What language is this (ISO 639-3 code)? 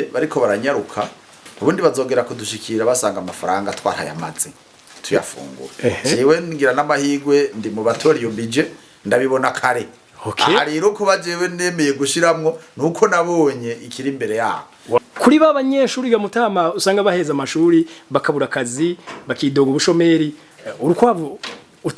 run